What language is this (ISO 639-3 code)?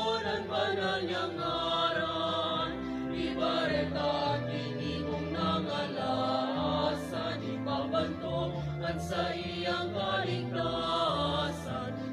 bik